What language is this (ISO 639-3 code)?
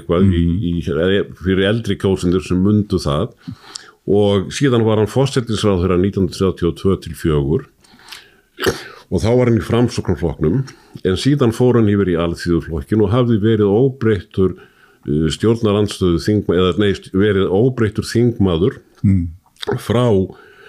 isl